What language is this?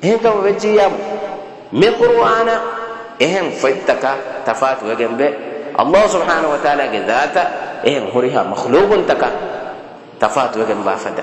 Divehi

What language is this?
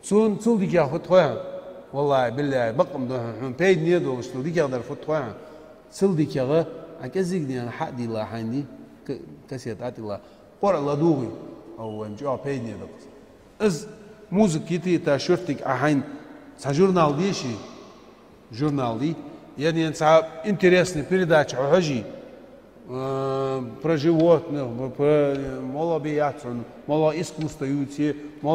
Ingush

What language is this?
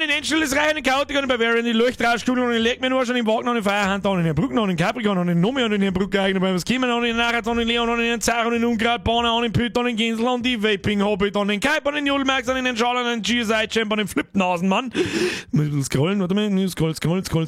Bavarian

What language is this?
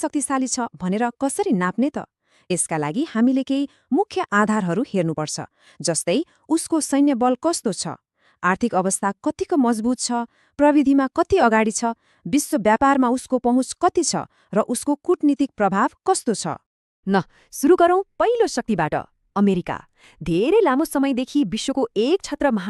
Nepali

